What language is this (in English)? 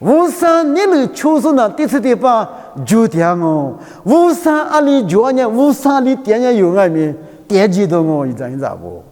Lisu